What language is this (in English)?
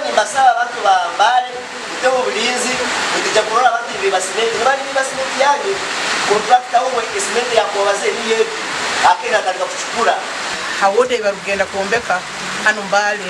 Nyankole